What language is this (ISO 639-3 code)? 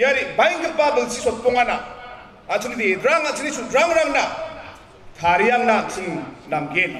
grt